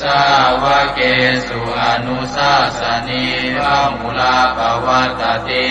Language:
Pali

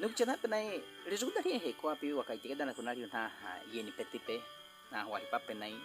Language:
Baniwa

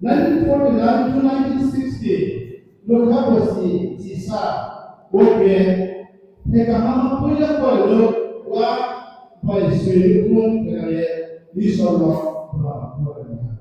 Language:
Riang (India)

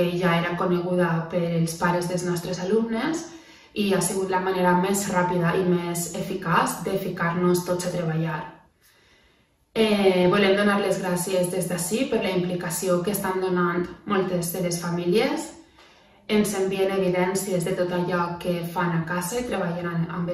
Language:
Catalan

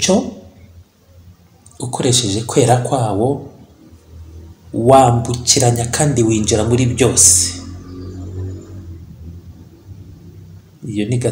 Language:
Kinyarwanda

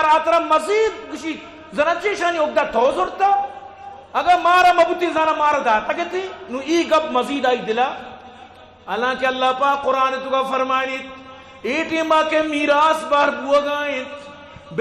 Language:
Eastern Balochi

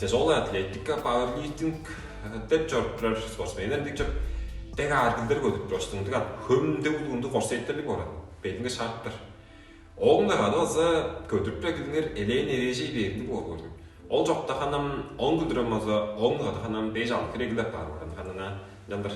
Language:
Tuvinian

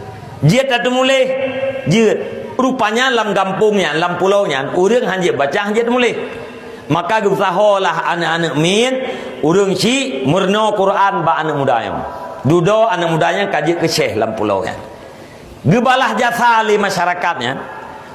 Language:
Achinese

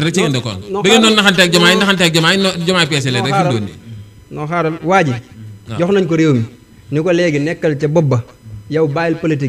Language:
Wolof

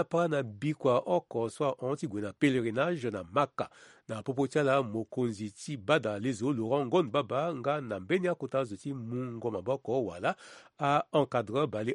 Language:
Sango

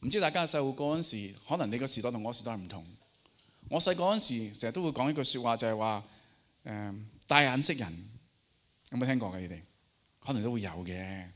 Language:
Cantonese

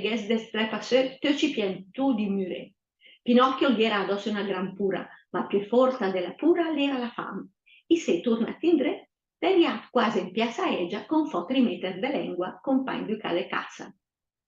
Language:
Lombard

